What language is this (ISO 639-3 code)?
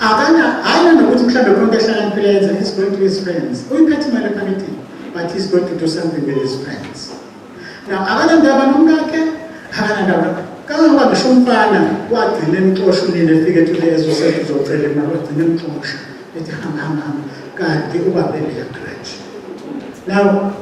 zul